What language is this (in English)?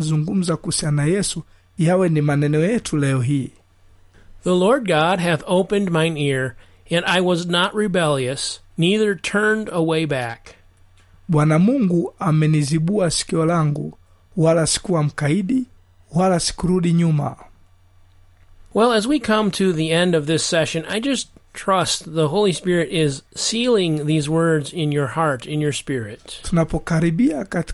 Swahili